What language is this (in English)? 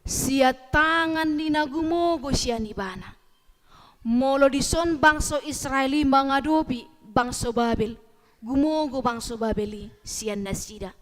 Batak Toba